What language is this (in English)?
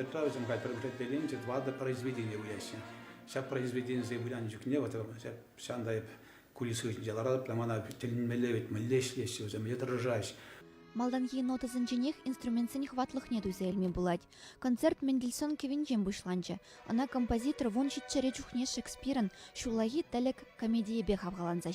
Chuvash